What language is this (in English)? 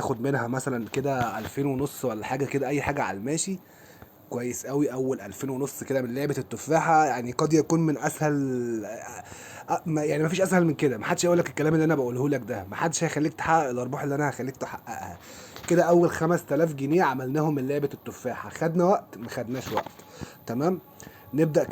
Egyptian Arabic